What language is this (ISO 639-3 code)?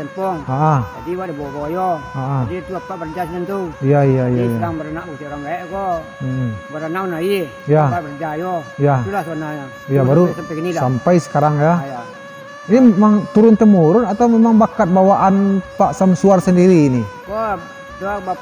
min